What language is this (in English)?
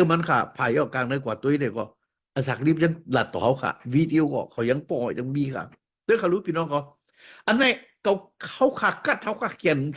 Shan